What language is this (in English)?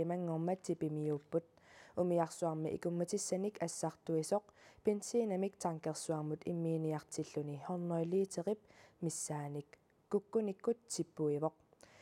Kalaallisut